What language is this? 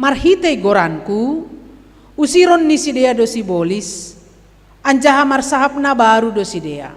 Batak Simalungun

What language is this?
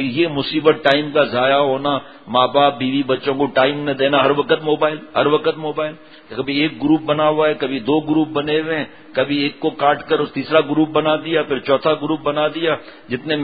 Urdu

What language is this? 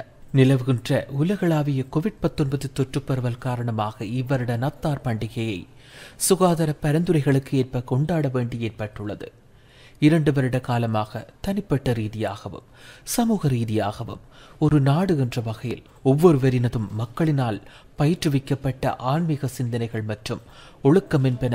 Tamil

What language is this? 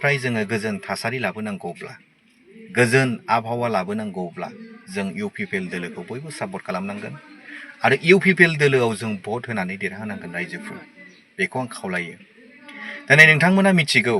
Bodo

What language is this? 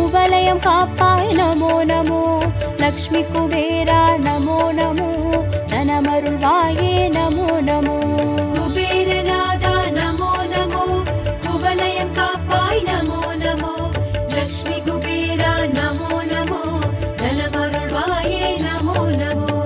Tamil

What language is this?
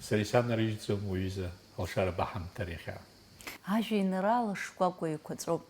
Abkhazian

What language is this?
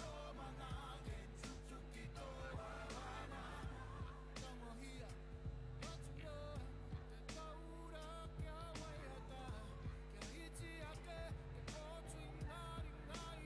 Māori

